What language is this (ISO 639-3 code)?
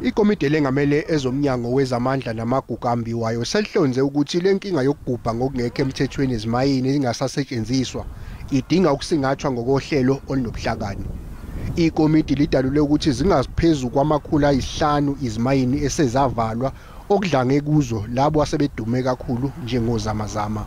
zul